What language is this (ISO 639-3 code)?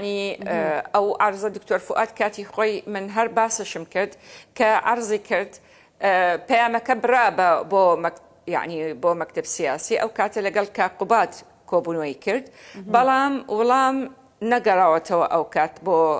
ckb